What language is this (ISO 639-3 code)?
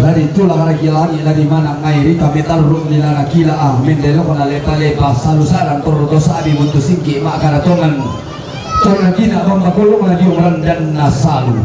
sda